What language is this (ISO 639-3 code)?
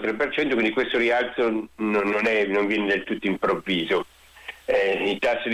ita